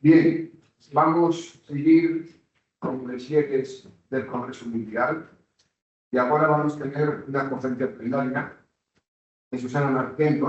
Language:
Asturian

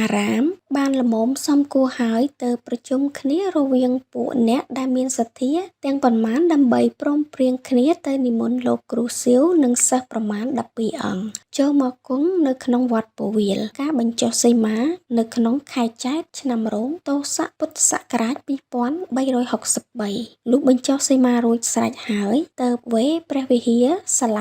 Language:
Khmer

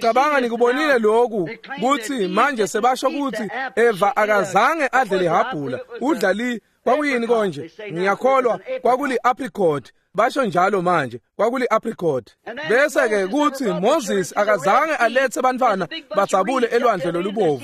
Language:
Swati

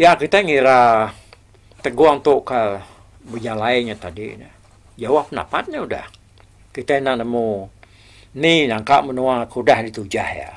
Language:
Iban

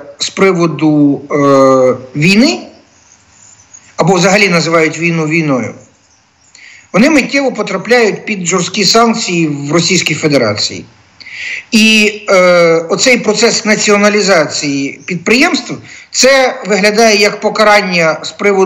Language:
Ukrainian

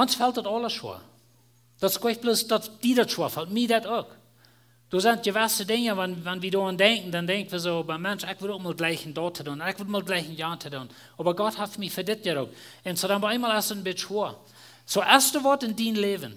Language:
Plautdietsch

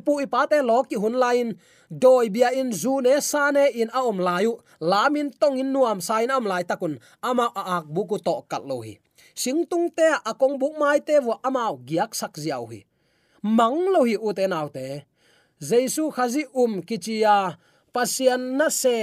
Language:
Tedim Chin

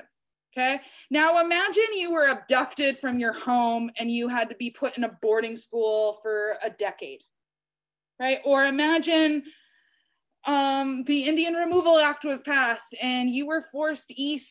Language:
English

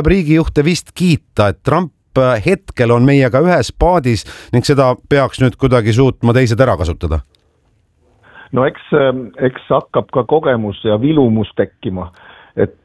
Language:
Estonian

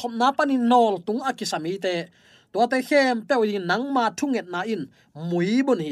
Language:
Tedim Chin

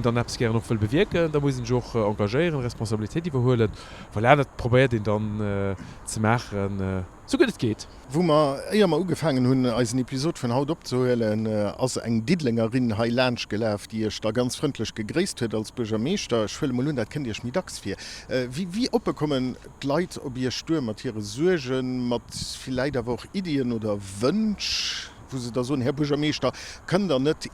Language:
Luxembourgish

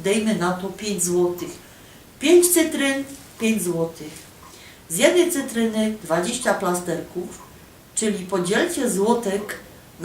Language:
Silesian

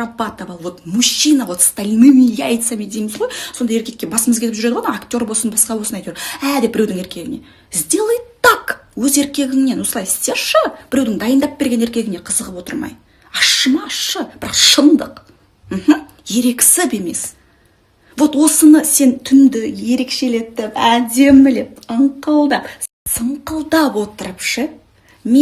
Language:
Kazakh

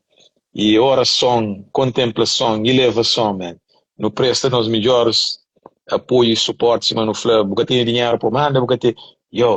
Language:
Kabuverdianu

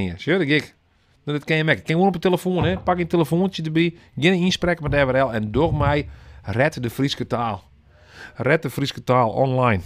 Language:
Western Frisian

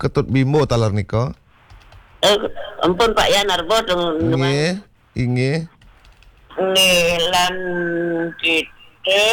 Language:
Balinese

